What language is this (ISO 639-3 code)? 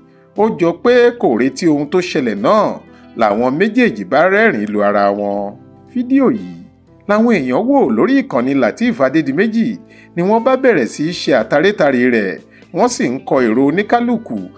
yor